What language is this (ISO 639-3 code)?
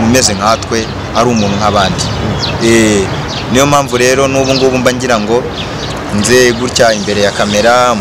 kin